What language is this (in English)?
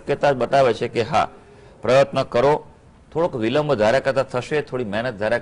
Gujarati